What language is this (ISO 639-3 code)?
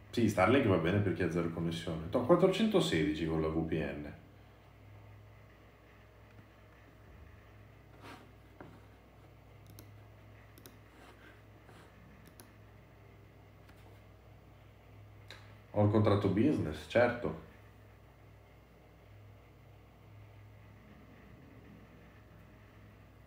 ita